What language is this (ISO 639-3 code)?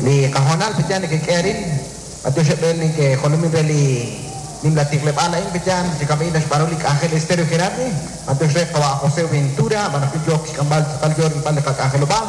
kek